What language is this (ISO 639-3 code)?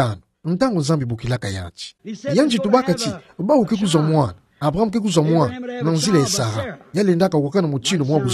ktu